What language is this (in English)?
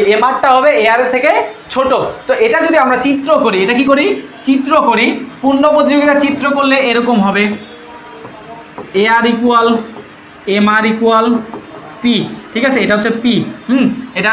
Bangla